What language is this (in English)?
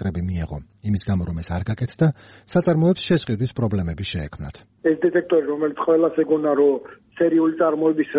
Georgian